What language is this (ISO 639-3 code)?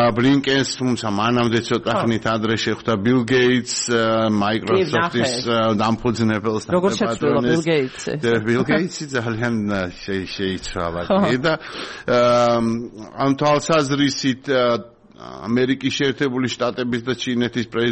kat